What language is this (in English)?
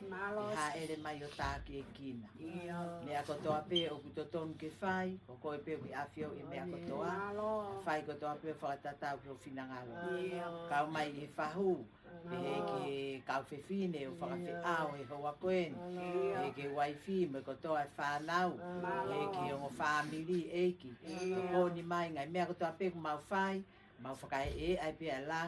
Tongan